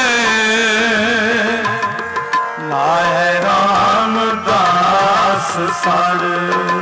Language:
Punjabi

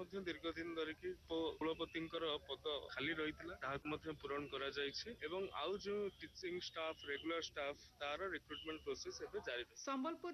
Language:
Odia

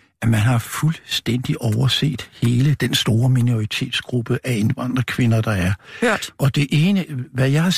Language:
Danish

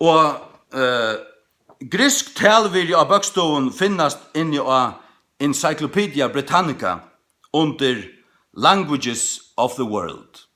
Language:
Faroese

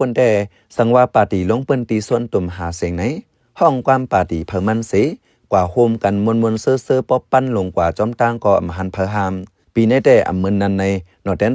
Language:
Shan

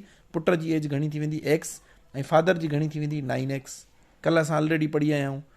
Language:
Sindhi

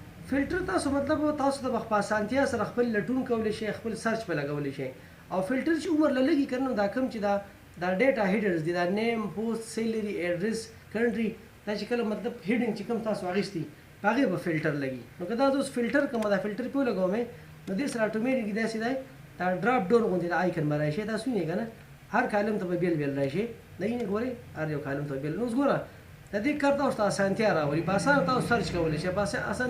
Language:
Pashto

